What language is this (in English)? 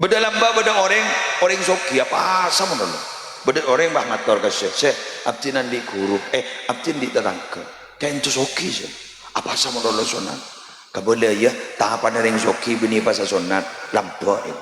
Madurese